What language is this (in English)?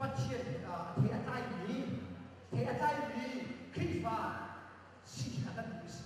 Hakha Chin